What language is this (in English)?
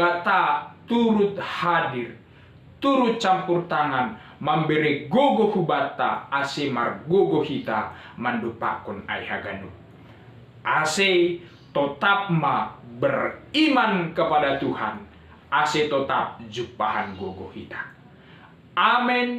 Batak Simalungun